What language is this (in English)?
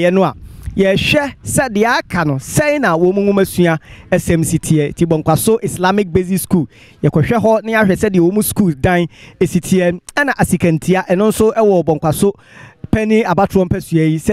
Akan